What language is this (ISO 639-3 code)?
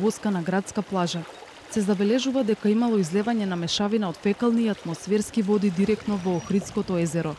mkd